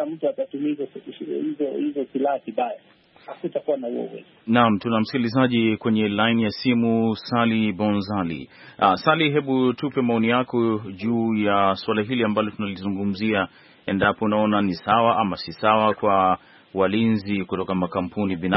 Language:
Swahili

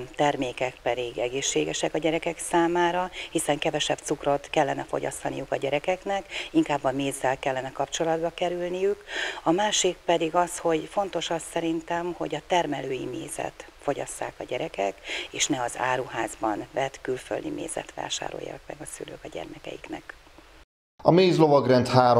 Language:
Hungarian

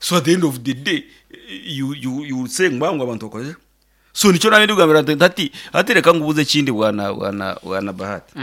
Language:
Nyankole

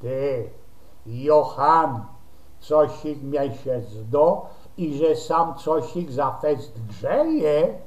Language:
Silesian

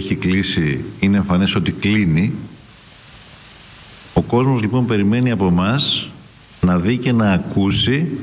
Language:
Greek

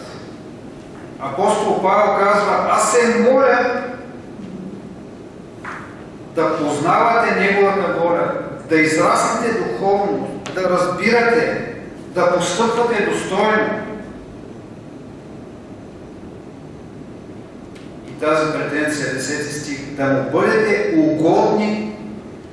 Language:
Bulgarian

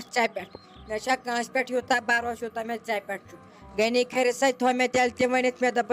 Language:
Kashmiri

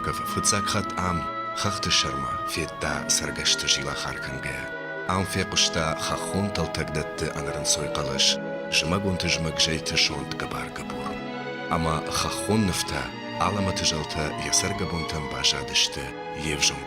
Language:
Ossetic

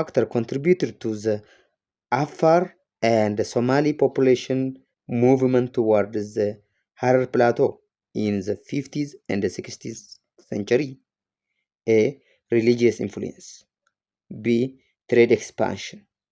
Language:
English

